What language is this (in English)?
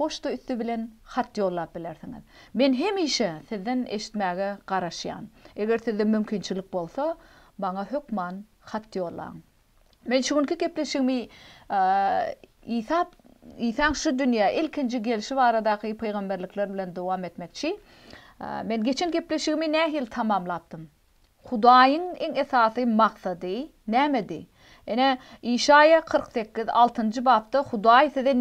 Turkmen